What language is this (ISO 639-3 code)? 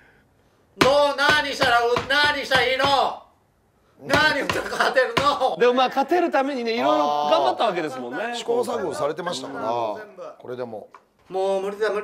jpn